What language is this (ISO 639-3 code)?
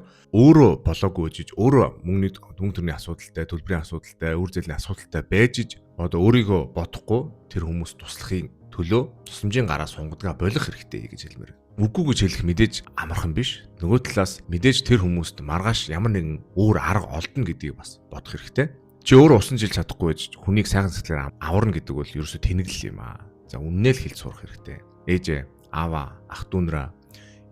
mon